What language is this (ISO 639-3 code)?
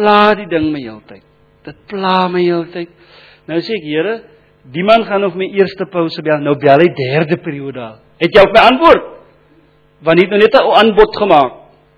afr